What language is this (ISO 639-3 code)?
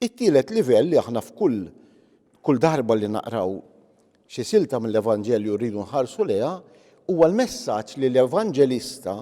mlt